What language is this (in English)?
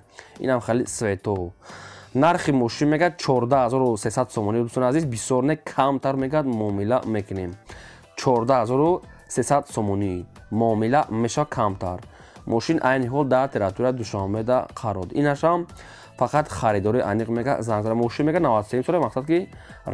Tajik